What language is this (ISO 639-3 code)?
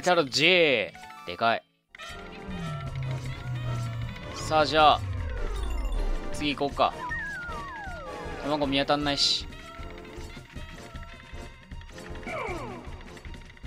jpn